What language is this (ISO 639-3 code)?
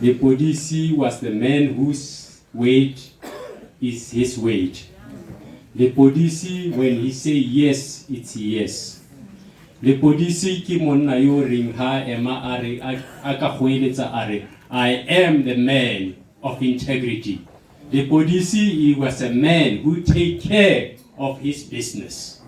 tsn